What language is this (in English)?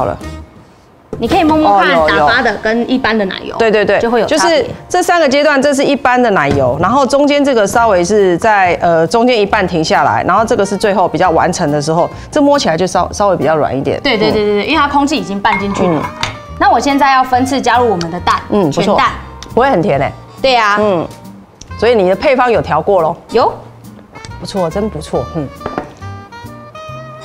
Chinese